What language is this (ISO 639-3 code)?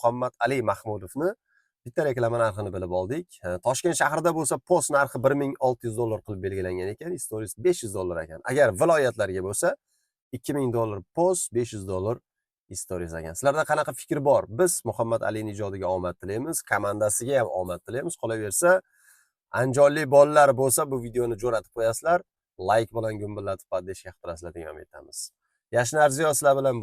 uzb